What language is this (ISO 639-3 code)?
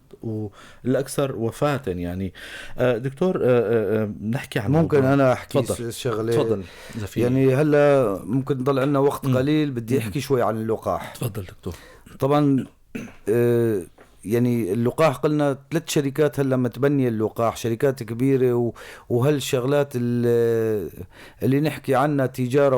apc